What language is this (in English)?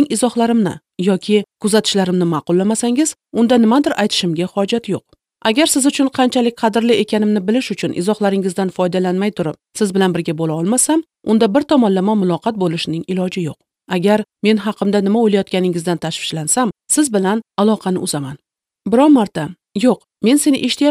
Uzbek